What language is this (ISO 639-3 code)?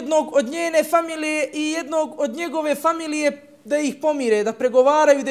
bos